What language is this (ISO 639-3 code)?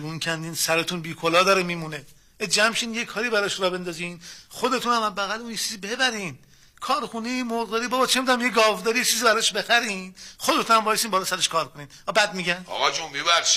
fas